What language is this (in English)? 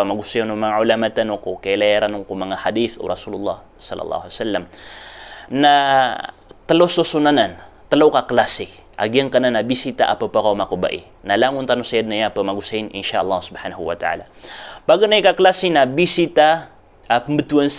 Maranao